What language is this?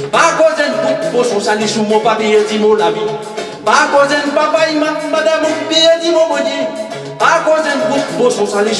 Réunion Creole French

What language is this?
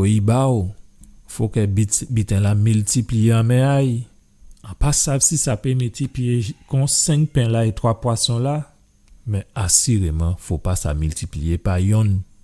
Guadeloupean Creole French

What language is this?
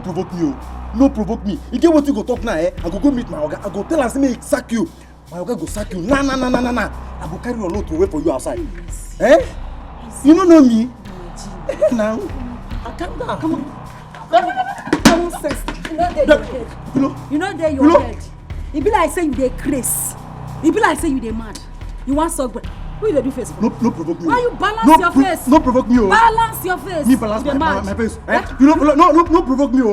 Nigerian Pidgin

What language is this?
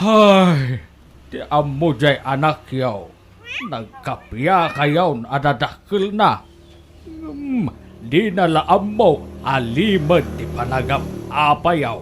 Iloko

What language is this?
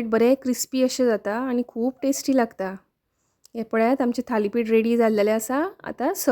Konkani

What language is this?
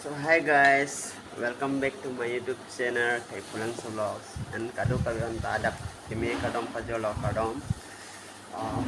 Karbi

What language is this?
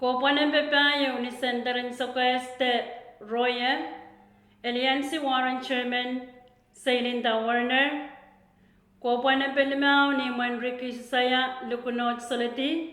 Pohnpeian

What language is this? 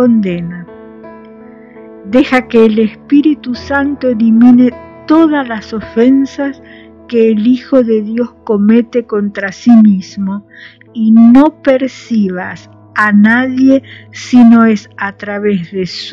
Spanish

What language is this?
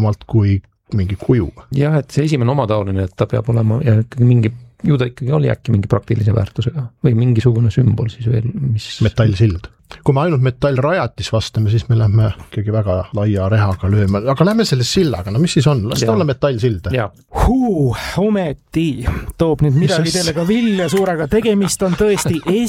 Estonian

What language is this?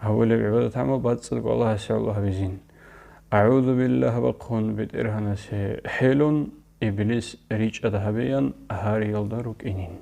Avaric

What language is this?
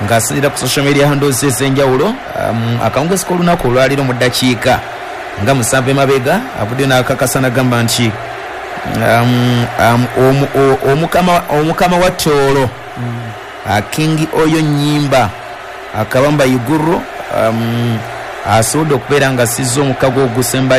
Ganda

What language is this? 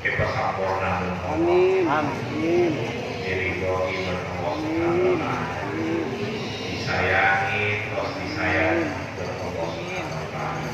Madurese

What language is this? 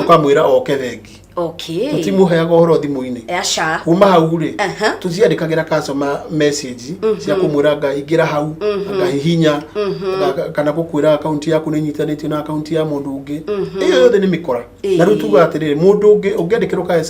Kikuyu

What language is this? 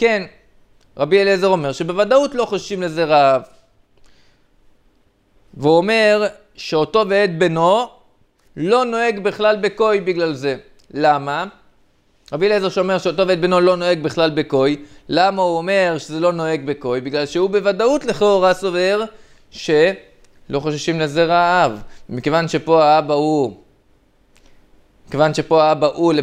Hebrew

